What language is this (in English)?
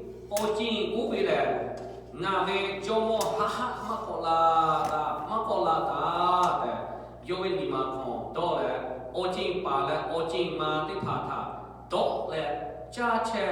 Lahu